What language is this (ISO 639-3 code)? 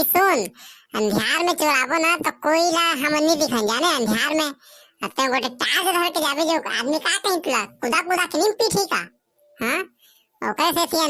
hne